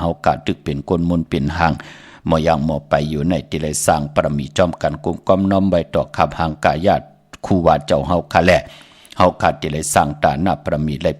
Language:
Shan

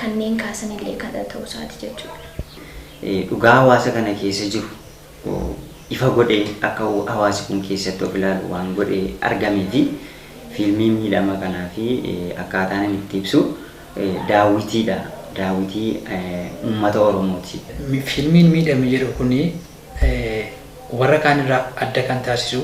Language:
Oromo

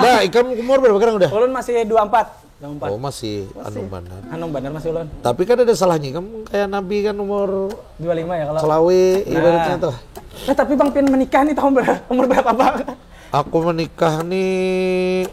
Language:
Banjar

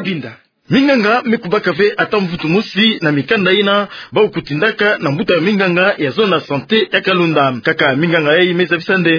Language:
Kituba (Democratic Republic of Congo)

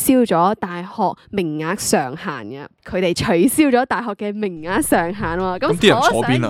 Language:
Cantonese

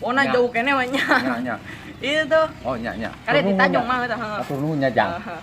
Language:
Sundanese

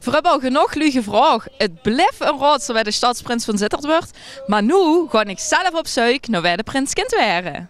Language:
Limburgish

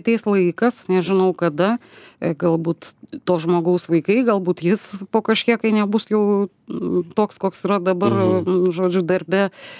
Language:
Lithuanian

